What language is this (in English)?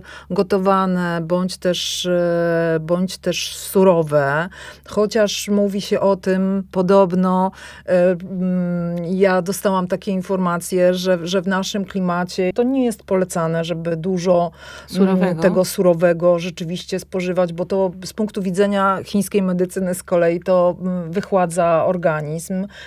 Polish